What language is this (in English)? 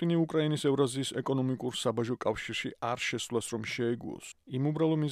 Georgian